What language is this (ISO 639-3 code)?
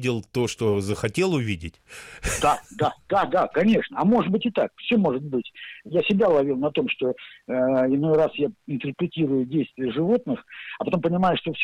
rus